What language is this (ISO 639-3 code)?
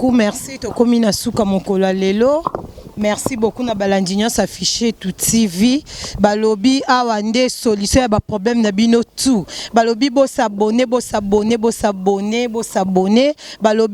lin